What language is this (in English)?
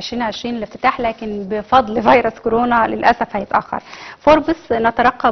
Egyptian Arabic